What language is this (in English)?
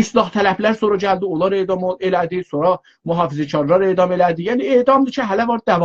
South Azerbaijani